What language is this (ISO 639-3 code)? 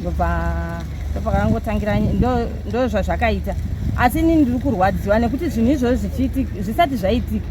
sna